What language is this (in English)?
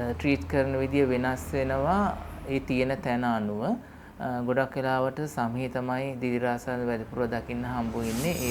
Sinhala